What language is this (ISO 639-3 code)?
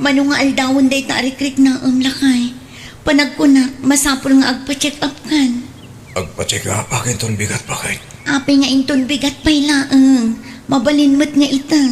ilo